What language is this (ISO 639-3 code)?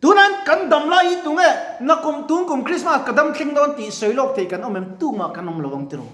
lus